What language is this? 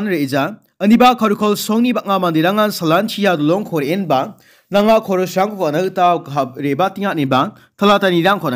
Garo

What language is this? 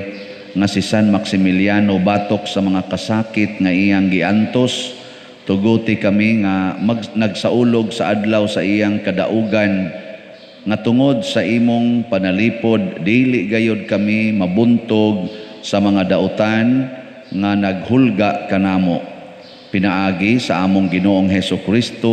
Cebuano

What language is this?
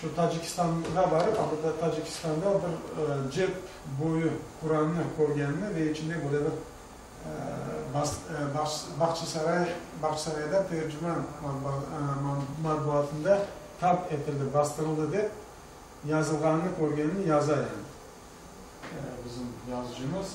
Crimean Tatar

